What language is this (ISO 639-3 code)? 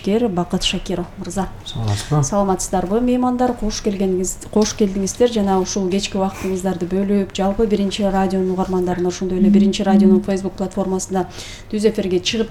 kir